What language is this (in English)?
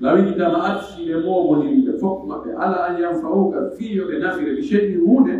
Pular